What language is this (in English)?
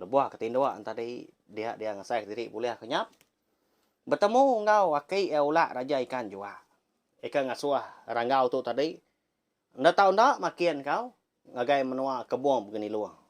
Iban